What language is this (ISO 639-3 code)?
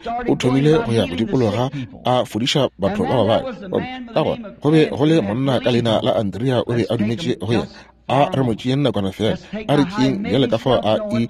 nso